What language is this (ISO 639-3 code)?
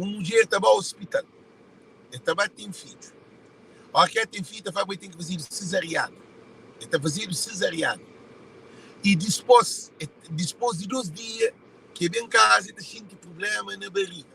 kea